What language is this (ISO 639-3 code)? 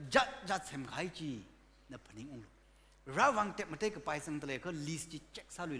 nmf